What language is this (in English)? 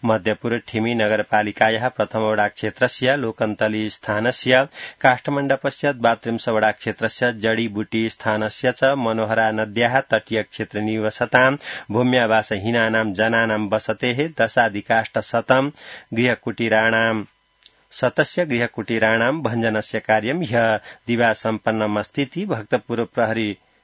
Sanskrit